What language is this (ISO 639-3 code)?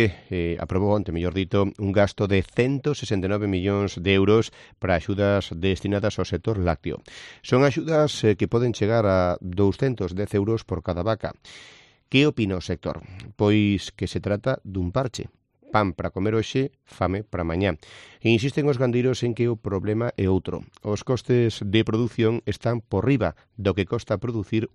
glg